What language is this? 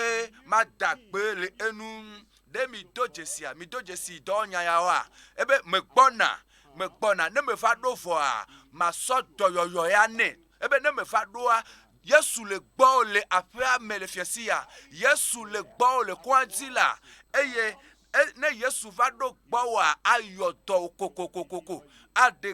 Ewe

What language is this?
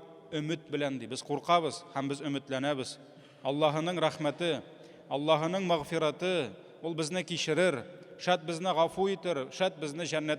Tatar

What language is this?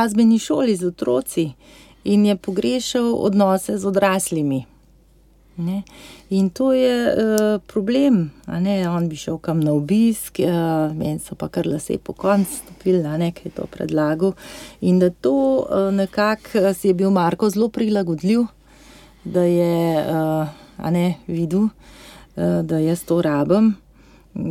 Slovenian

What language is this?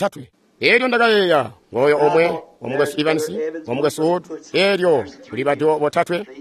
Tonga (Zambia)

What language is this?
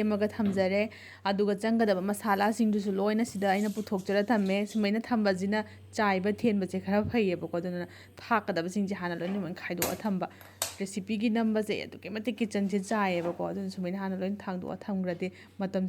Manipuri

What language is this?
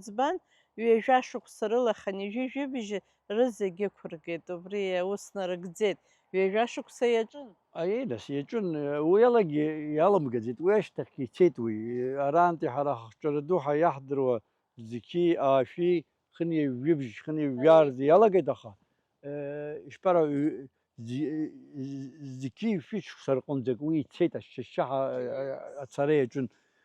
Abkhazian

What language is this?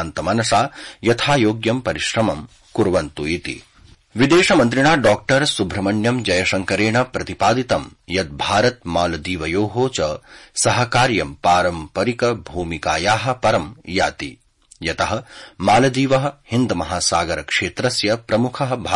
Sanskrit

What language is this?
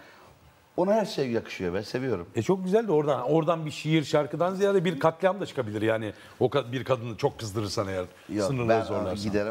Turkish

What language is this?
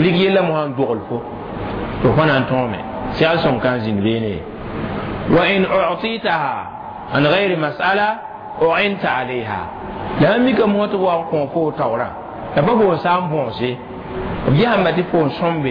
Mossi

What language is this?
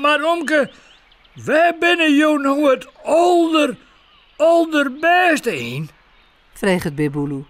Western Frisian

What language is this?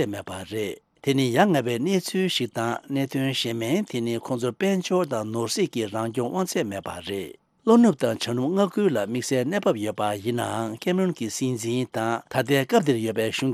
Tibetan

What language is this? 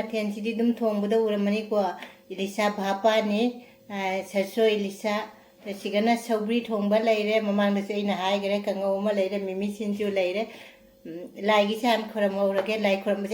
Manipuri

